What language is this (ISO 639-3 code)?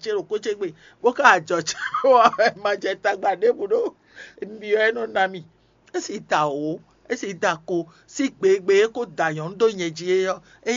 fon